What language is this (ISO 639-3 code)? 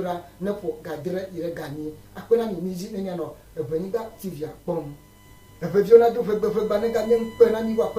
ewe